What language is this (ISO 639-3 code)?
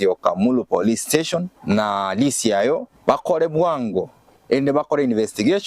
guz